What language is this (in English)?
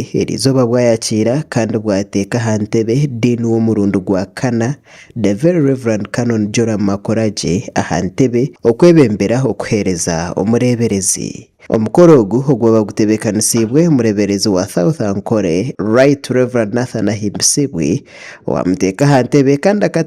Nyankole